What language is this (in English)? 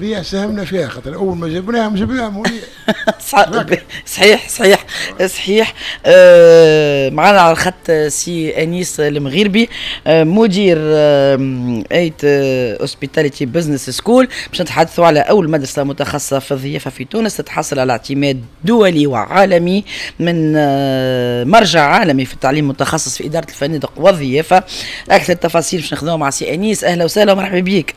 Tunisian Arabic